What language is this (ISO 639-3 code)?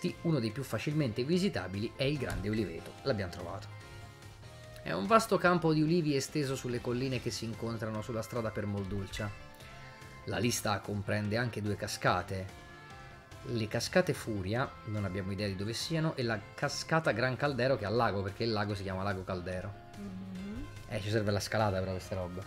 ita